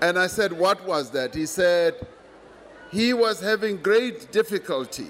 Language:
English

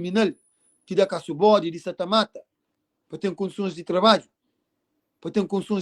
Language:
Kabuverdianu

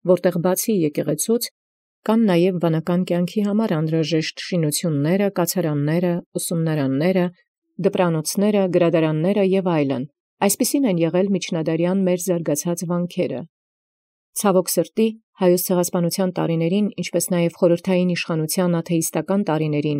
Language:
Armenian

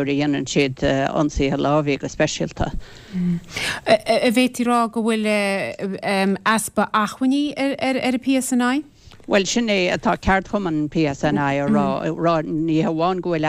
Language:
Irish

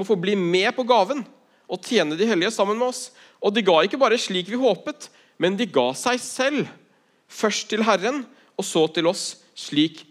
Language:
Norwegian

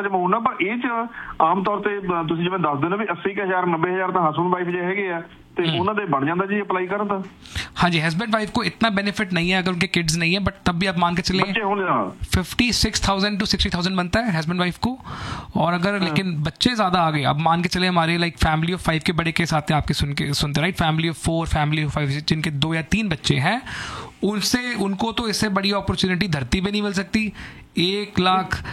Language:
Hindi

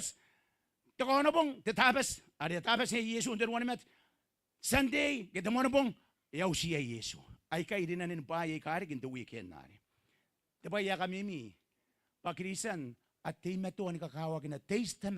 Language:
Gilbertese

